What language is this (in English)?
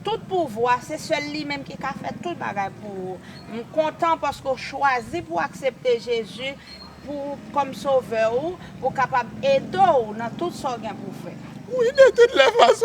Haitian Creole